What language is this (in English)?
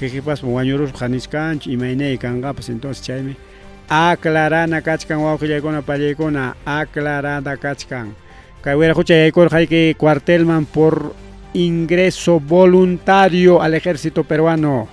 Ayacucho Quechua